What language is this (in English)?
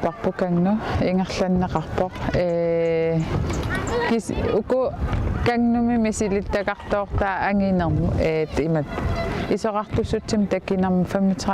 Kalaallisut